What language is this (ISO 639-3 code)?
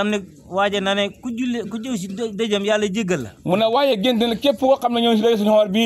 wol